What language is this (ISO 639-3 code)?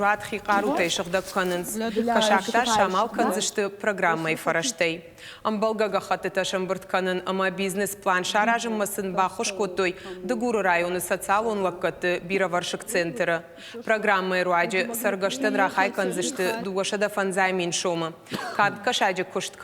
oss